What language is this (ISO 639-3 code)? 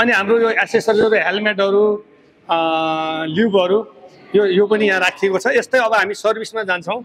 nep